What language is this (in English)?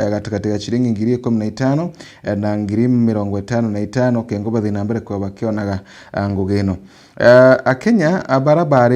Meru